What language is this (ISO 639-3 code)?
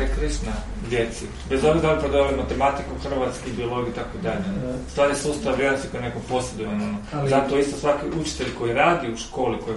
hrv